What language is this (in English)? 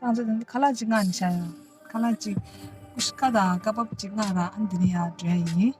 Tibetan